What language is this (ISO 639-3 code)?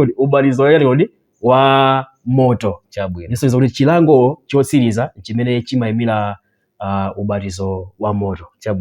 nya